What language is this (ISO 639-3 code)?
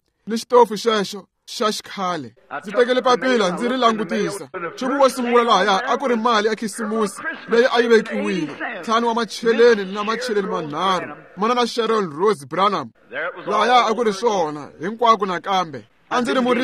tso